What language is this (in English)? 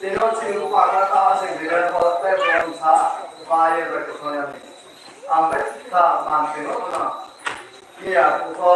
Riang (India)